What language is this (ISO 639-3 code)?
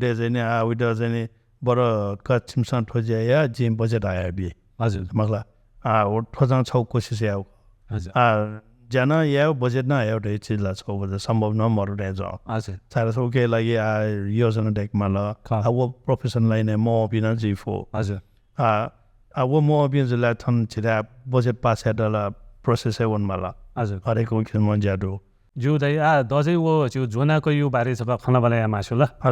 new